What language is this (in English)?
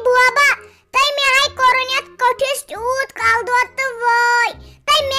Kashmiri